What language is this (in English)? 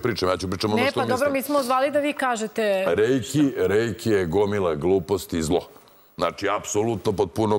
Serbian